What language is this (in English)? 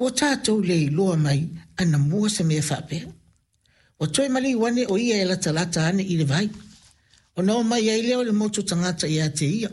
Samoan